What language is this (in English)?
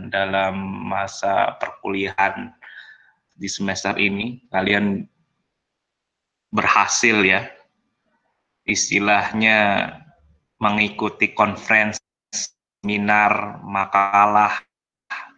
Indonesian